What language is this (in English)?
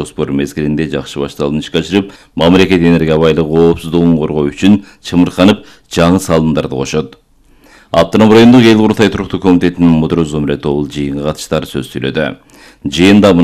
Kyrgyz